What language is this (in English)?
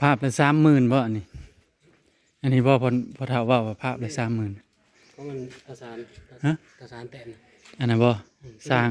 Northeastern Thai